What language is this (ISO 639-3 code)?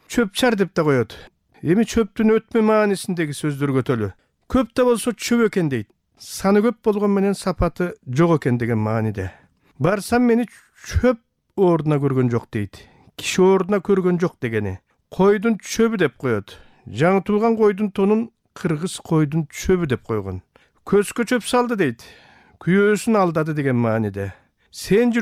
kir